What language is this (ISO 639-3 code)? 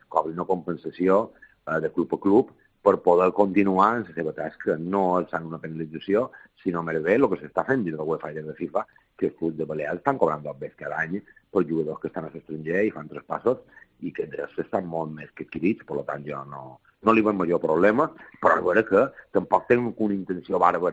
cat